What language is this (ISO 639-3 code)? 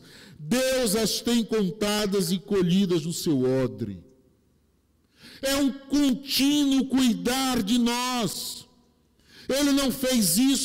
por